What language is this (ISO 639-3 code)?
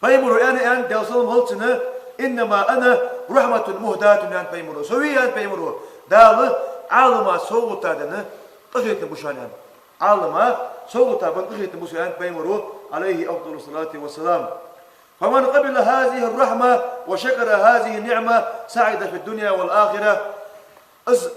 inh